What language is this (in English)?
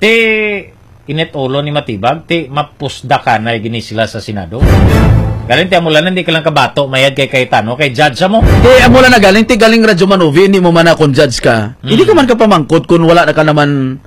Hiligaynon